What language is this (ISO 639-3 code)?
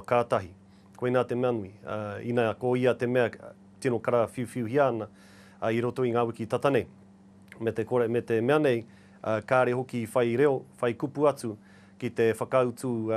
mri